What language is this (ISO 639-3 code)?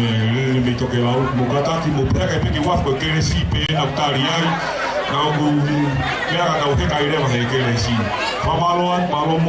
ton